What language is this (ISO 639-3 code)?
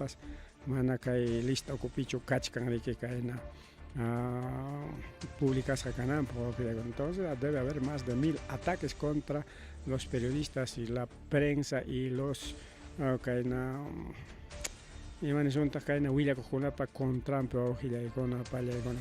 quy